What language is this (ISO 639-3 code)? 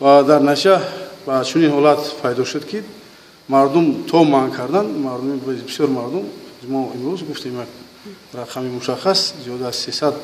tgk